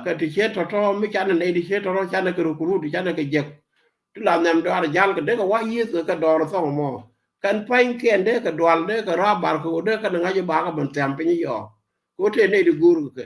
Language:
Nuer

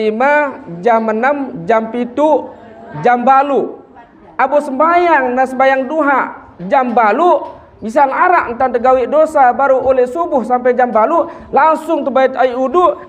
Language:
Sasak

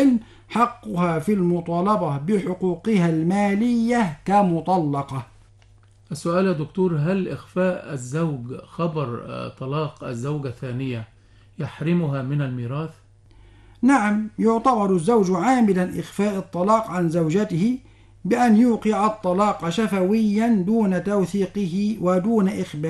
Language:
Arabic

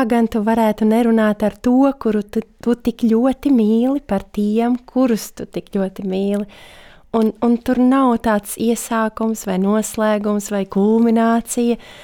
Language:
Latvian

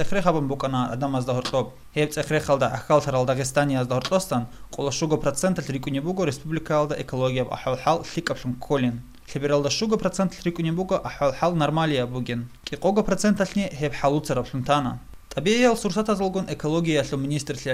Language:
Avaric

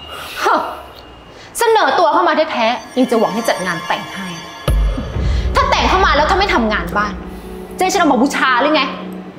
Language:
Thai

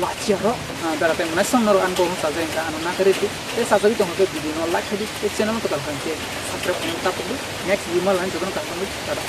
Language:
Kok Borok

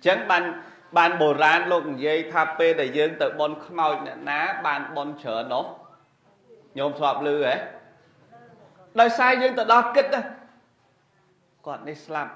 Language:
Khmer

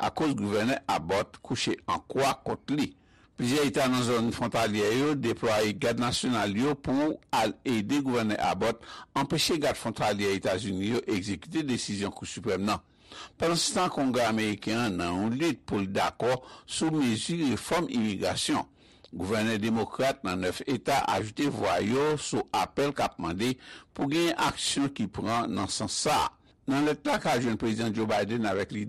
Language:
Haitian Creole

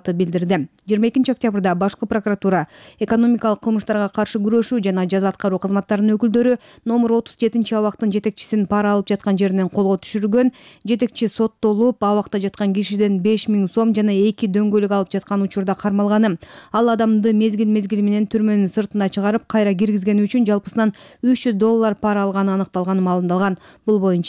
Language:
Kyrgyz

